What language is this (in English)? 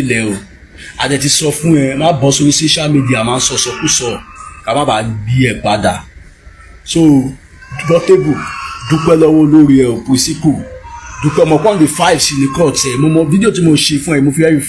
Yoruba